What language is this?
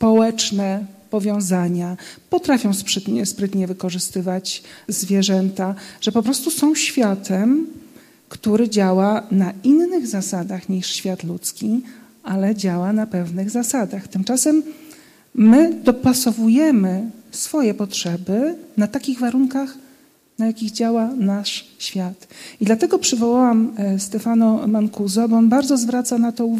Polish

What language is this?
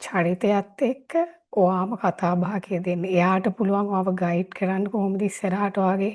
Sinhala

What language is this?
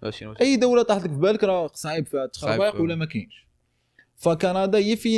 Moroccan Arabic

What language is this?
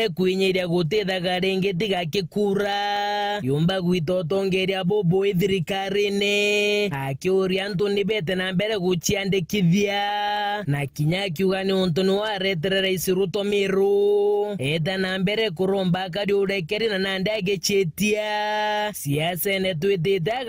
Meru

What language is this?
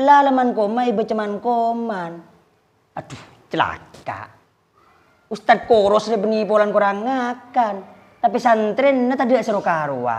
Madurese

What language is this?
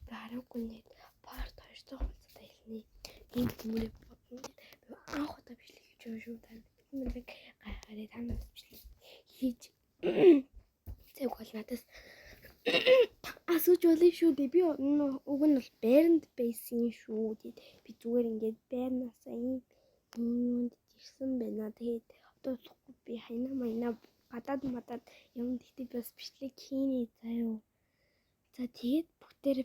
Mongolian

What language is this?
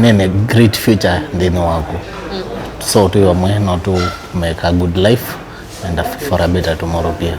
Kamba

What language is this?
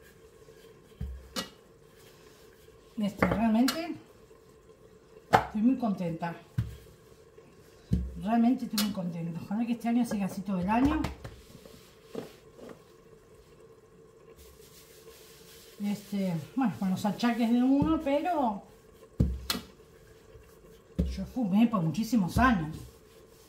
Spanish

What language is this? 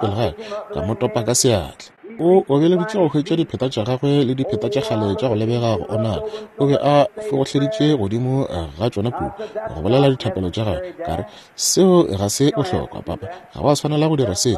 Northern Sotho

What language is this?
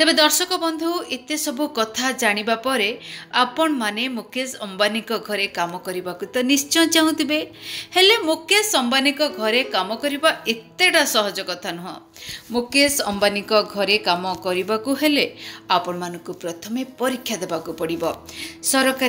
Odia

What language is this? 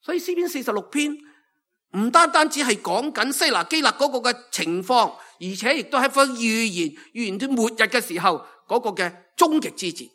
Cantonese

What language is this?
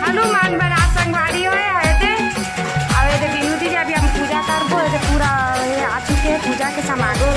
Chhattisgarhi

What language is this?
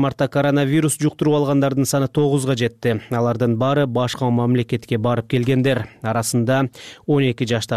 Kyrgyz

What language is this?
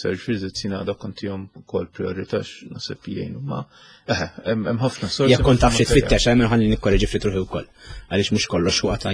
Maltese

